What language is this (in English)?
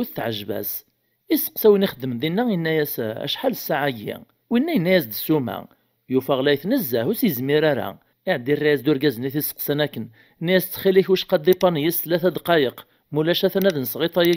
Kabyle